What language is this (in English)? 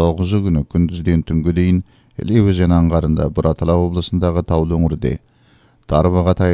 Kazakh